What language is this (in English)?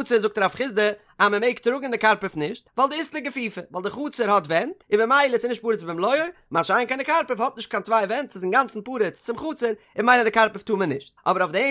Yiddish